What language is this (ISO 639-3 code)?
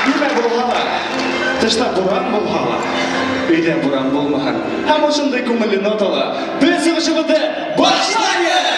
bak